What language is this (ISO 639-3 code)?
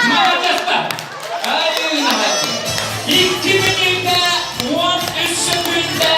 sah